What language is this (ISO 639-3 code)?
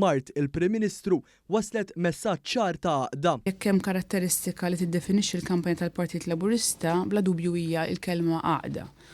mlt